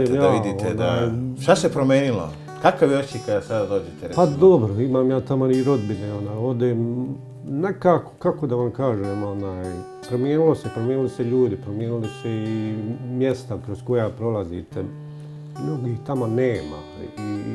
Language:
Bosnian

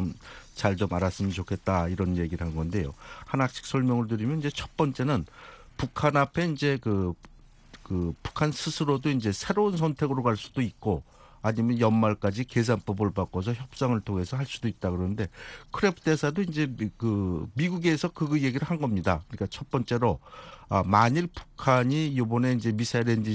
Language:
Korean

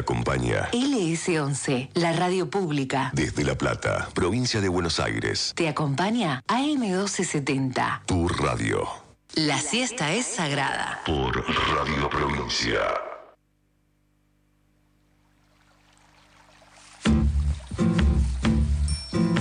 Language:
Spanish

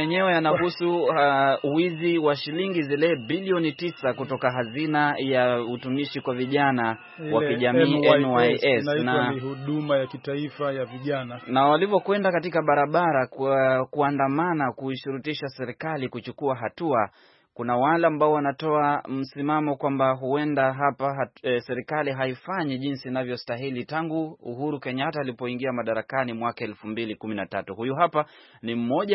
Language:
Swahili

